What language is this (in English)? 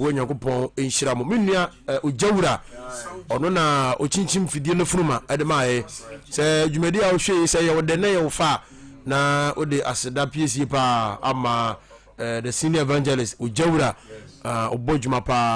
Akan